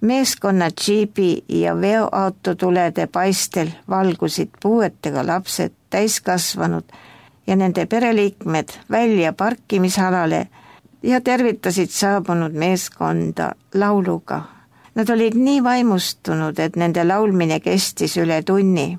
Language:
Estonian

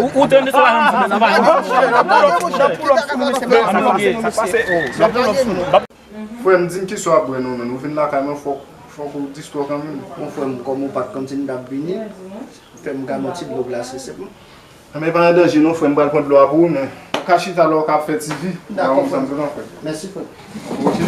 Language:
Haitian Creole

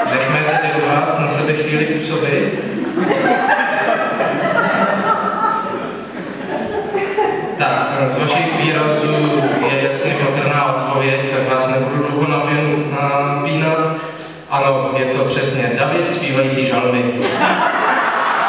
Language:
Czech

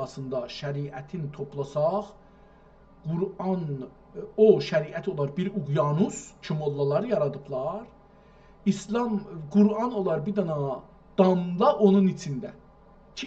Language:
South Azerbaijani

